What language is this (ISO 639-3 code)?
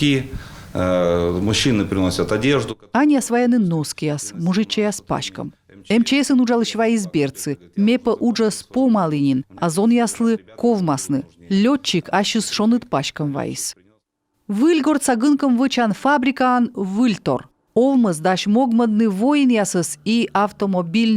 kom